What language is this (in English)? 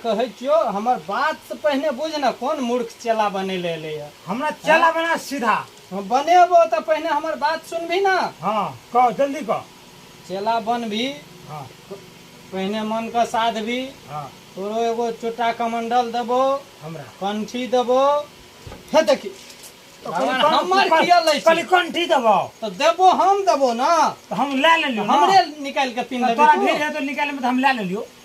Maithili